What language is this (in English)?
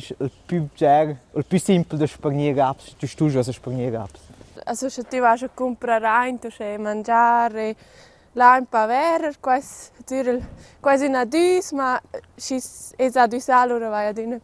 Romansh